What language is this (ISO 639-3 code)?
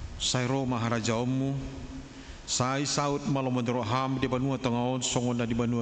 bbc